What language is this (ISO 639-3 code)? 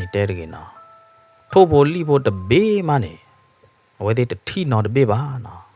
ksw